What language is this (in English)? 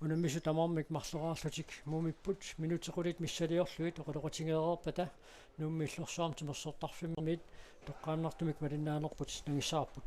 Kalaallisut